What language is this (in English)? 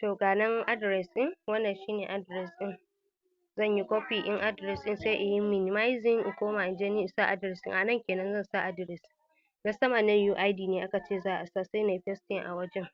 Hausa